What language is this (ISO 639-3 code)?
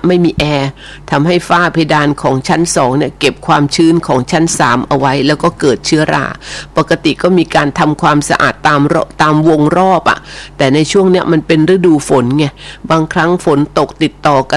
tha